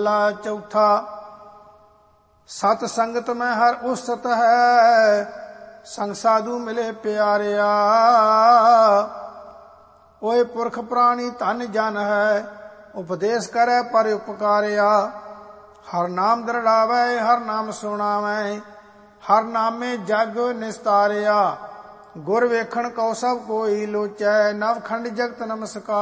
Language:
Punjabi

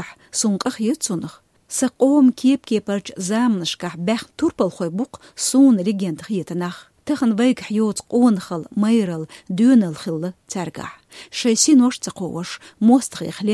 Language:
Chechen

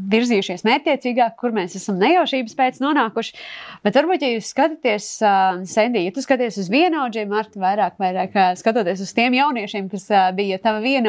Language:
Latvian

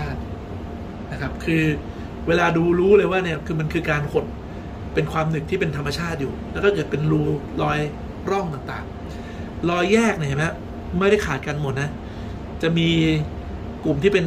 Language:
Thai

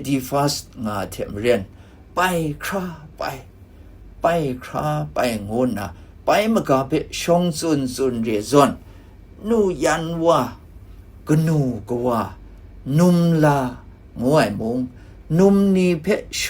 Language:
Kachin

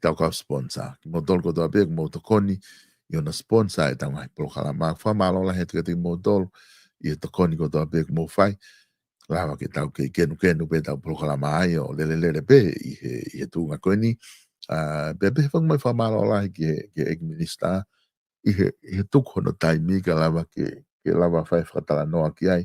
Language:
Tongan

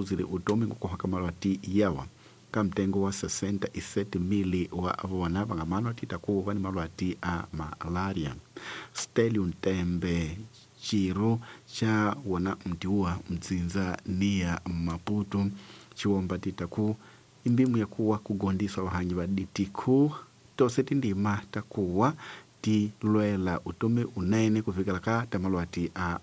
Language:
Tsonga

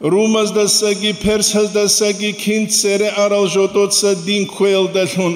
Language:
Avaric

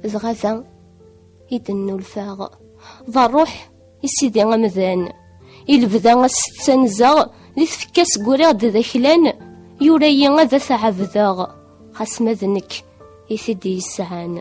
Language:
Kabyle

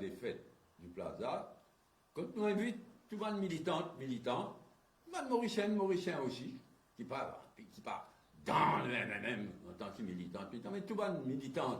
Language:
Morisyen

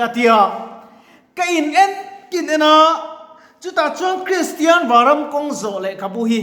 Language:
Mizo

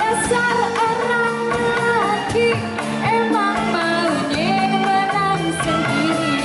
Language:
Betawi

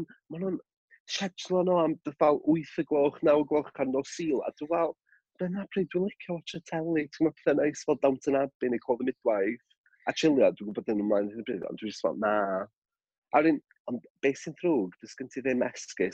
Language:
Welsh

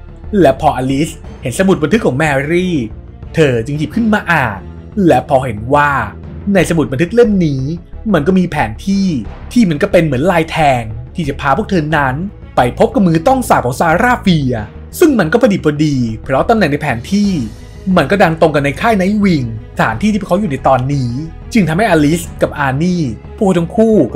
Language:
Thai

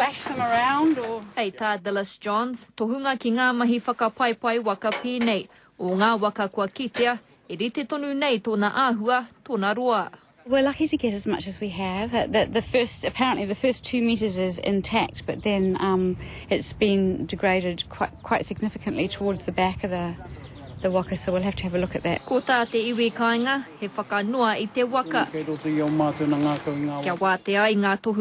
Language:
Māori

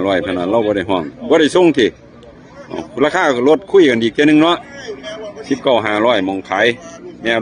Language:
Northeastern Thai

